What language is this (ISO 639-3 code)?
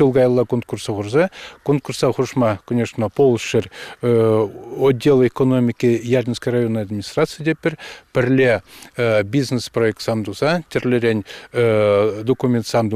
chv